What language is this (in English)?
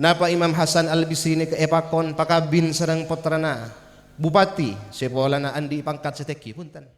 Madurese